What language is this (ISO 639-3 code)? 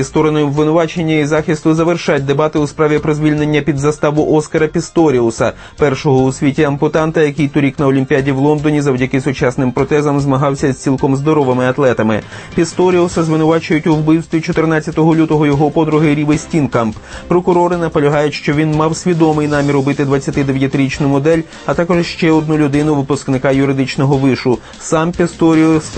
ukr